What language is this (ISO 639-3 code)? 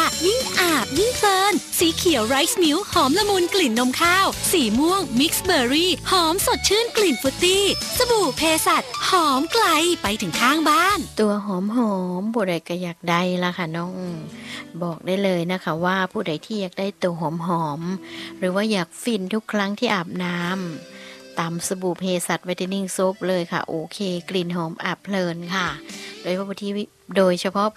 tha